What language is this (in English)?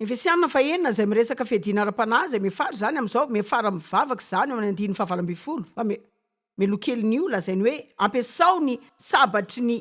Malagasy